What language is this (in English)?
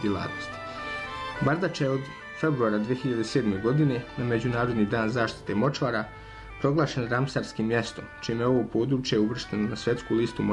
Bosnian